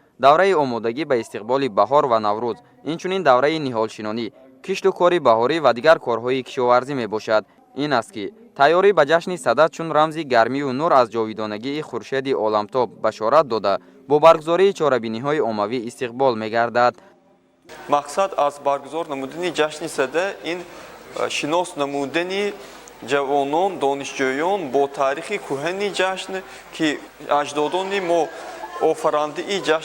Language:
Tajik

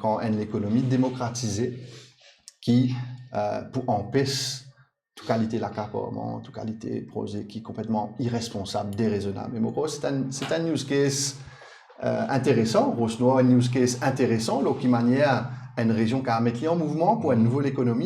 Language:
Morisyen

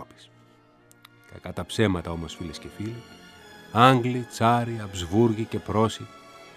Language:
Greek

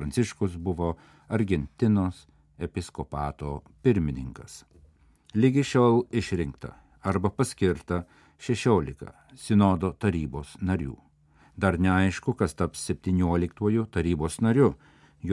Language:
Lithuanian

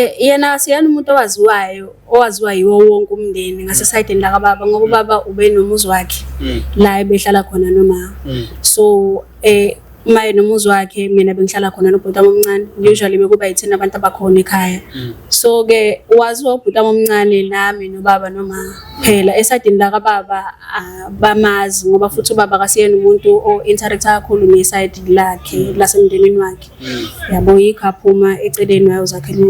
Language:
Zulu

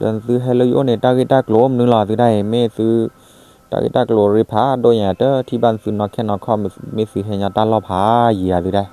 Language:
S'gaw Karen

